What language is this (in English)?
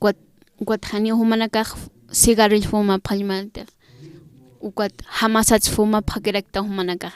Aymara